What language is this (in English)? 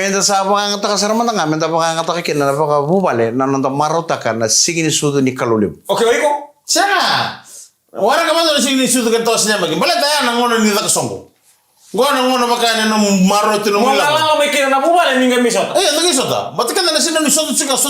Fijian